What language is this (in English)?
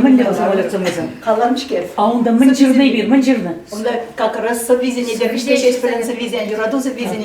Chuvash